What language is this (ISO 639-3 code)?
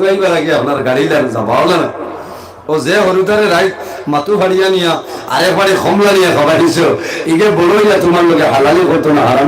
syl